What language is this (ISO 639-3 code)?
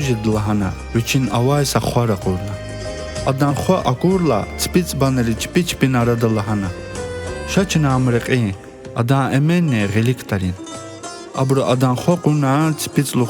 lez